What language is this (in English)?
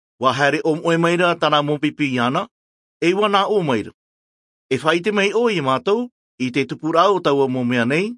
Tahitian